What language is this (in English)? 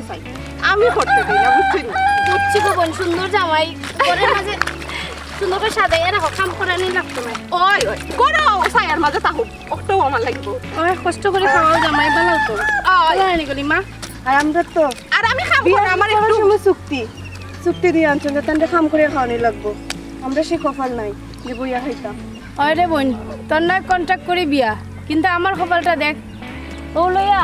Sylheti